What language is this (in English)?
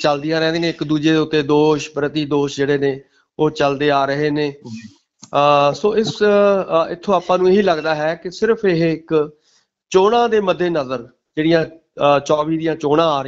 Punjabi